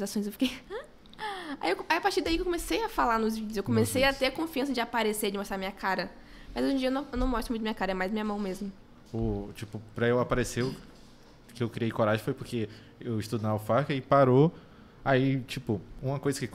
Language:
Portuguese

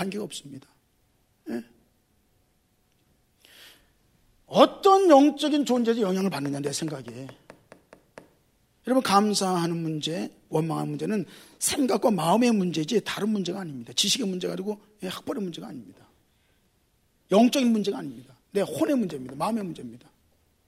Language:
Korean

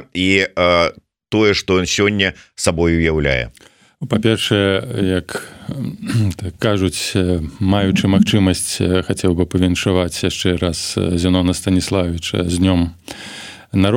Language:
Belarusian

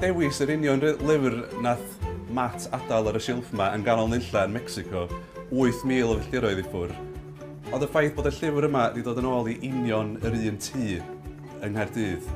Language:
Welsh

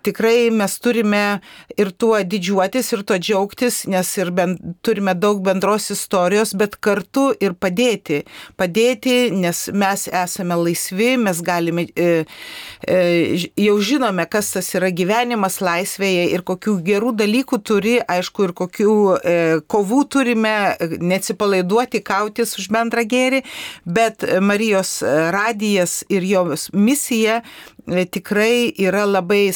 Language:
Lithuanian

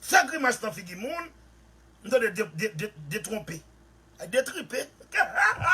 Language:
Haitian Creole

